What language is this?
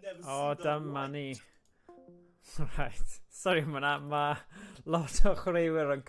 Welsh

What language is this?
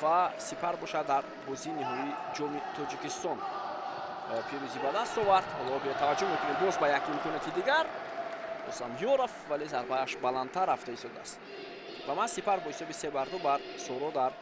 Tajik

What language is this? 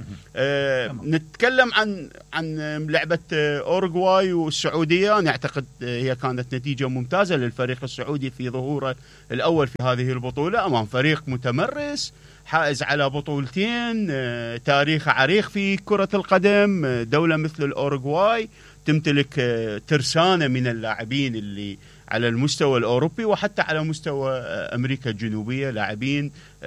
Mesopotamian Arabic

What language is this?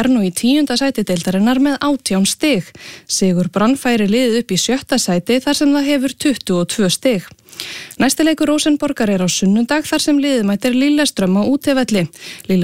Icelandic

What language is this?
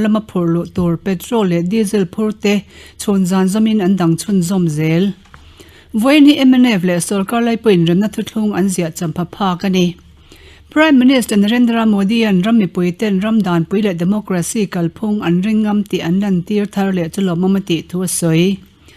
Mizo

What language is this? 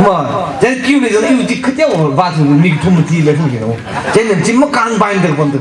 Tangkhul Naga (India)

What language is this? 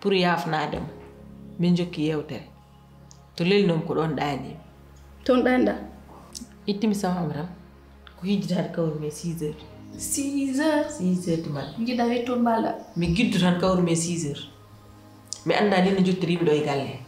Fula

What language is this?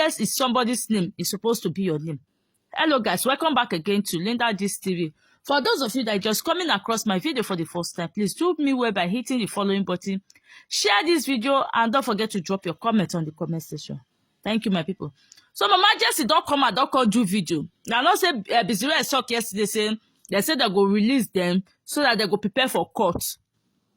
Nigerian Pidgin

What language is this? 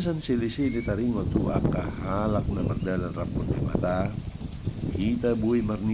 Batak Toba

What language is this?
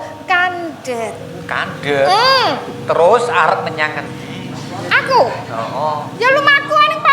Javanese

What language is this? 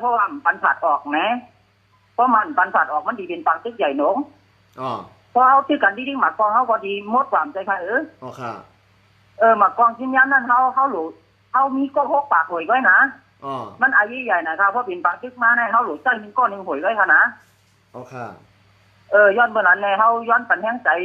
Shan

